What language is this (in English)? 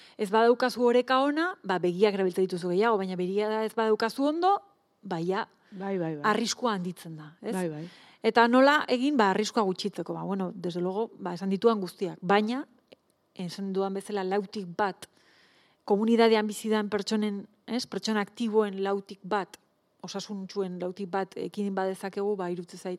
Basque